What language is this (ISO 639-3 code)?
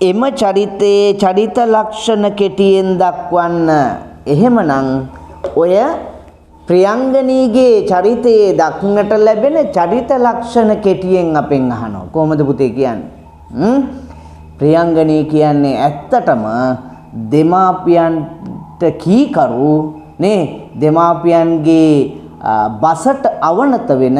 sin